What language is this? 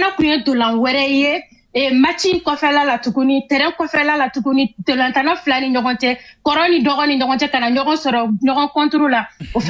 Bambara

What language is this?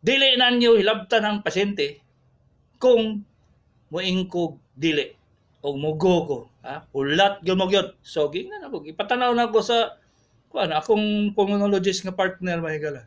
Cebuano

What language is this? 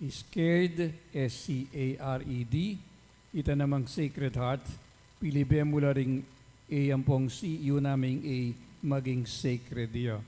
Pampanga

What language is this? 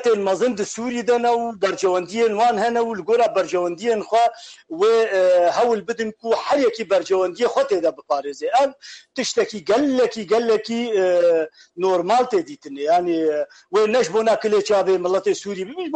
Kurdish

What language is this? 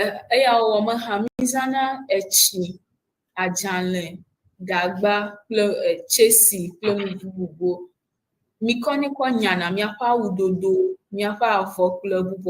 Ewe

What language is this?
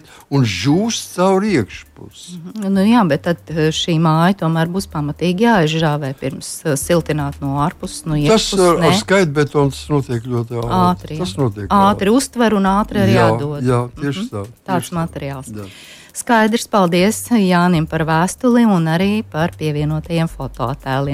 Latvian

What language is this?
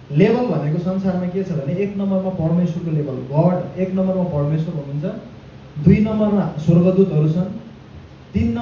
Nepali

